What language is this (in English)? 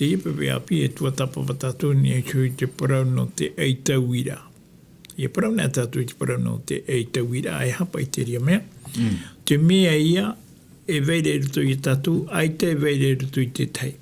Tahitian